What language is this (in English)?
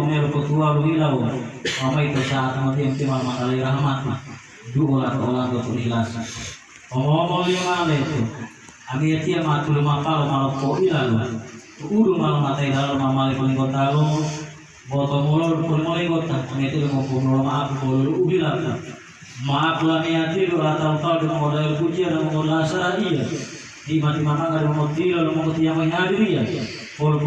Gorontalo